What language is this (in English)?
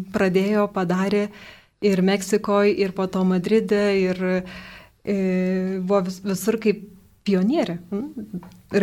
Lithuanian